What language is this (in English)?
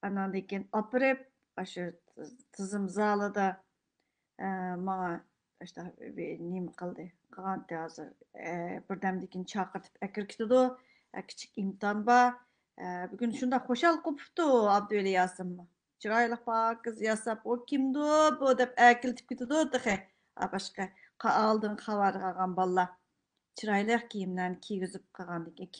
Uyghur